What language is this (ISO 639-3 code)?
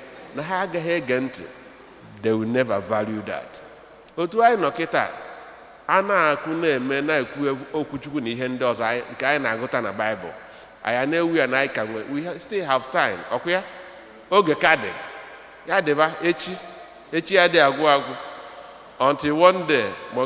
ibo